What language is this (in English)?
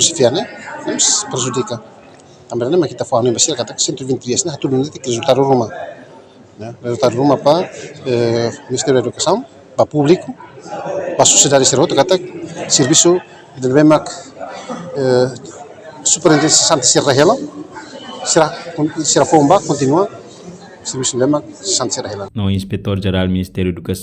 Tetum